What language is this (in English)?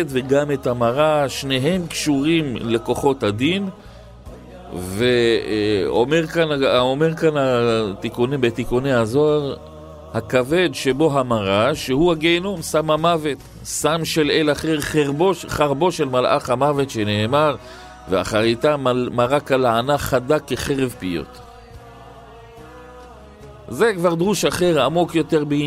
Hebrew